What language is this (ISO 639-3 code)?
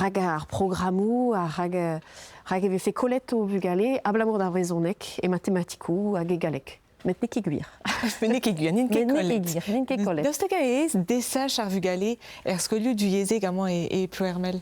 bre